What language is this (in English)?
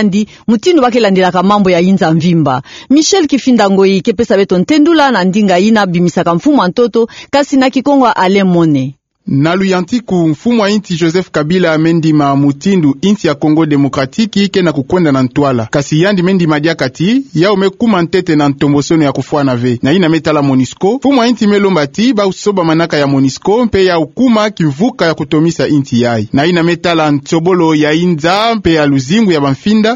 Kituba (Democratic Republic of Congo)